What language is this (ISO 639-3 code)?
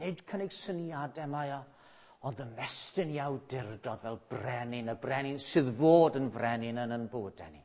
cym